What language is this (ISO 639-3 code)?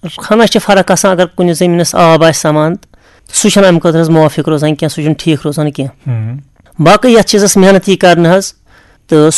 kas